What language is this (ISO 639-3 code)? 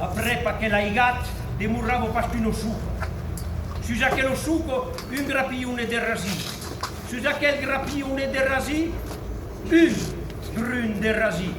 oci